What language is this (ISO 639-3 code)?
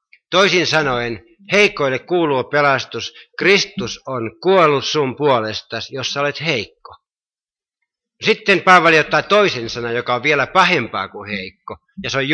fin